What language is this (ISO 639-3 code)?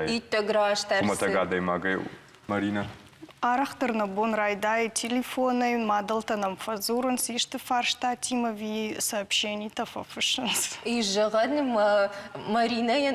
oss